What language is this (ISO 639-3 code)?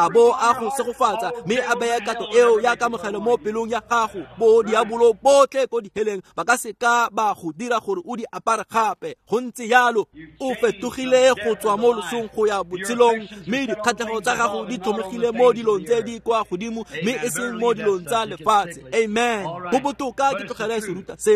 tsn